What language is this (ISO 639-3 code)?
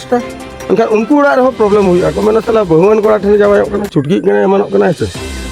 sat